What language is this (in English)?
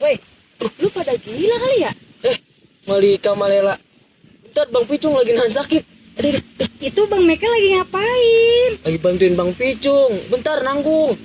Betawi